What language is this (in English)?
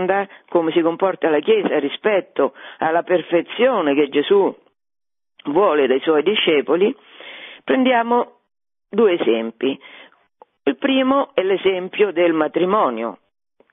Italian